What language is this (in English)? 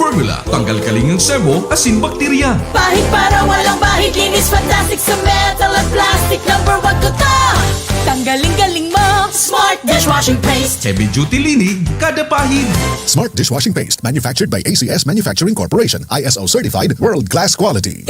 Bikol